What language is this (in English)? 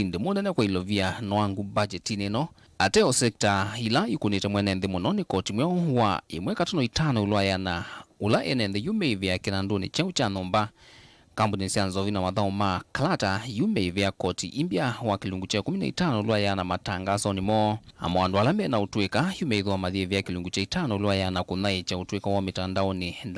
Kamba